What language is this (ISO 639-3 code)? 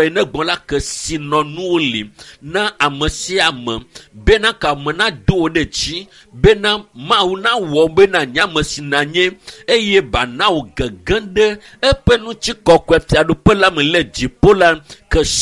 ewe